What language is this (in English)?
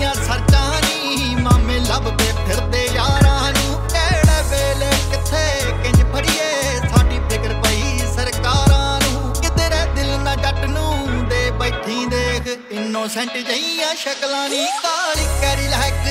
Punjabi